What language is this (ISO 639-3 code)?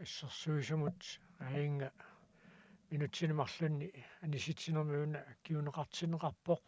kal